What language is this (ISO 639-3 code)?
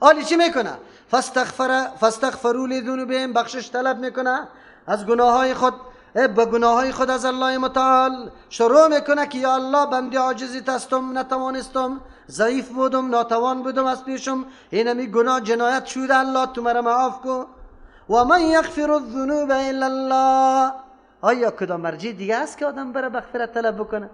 fas